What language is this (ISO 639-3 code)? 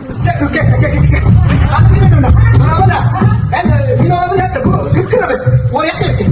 sah